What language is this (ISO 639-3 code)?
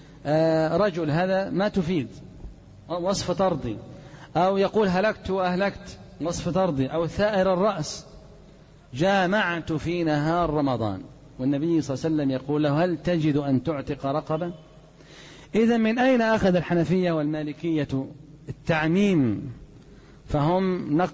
ara